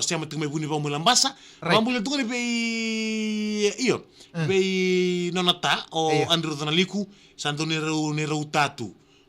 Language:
Fijian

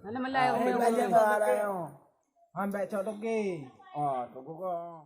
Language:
Achinese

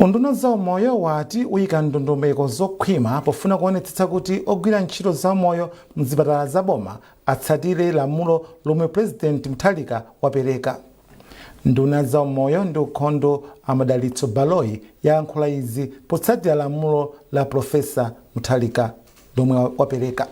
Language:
Nyanja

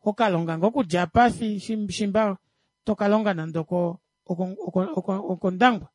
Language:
Kuanyama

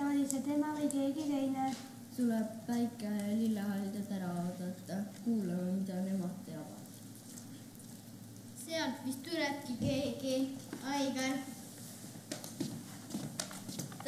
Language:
Estonian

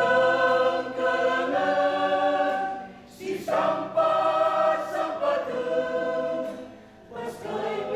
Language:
Batak Karo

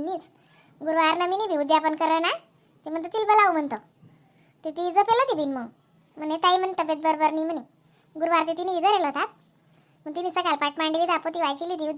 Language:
Khandesi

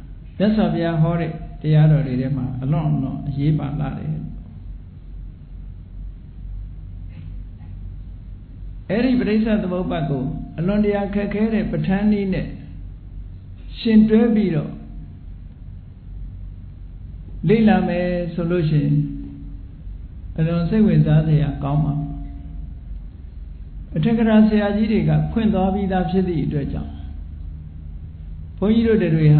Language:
Burmese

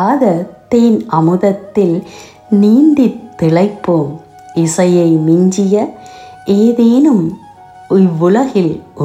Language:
Tamil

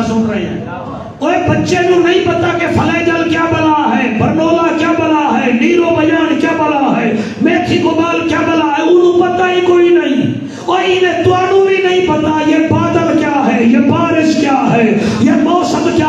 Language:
Saraiki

